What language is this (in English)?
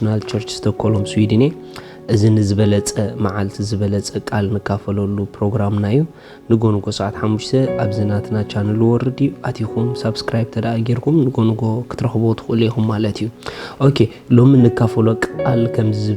Tigrinya